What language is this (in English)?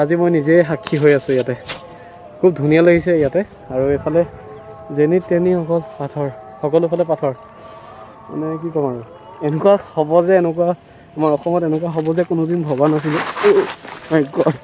Assamese